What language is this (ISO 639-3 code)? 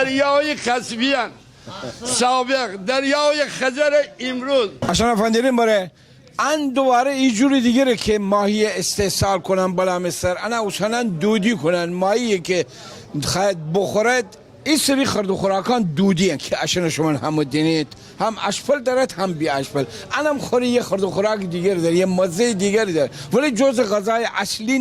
glk